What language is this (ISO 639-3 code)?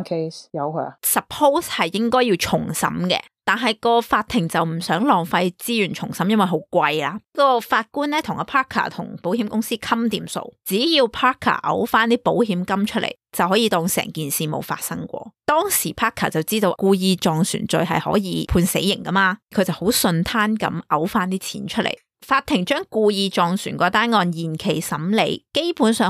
yue